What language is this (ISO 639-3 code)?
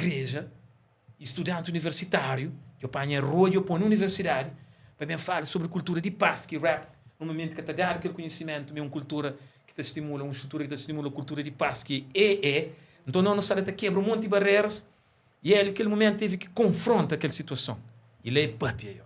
kea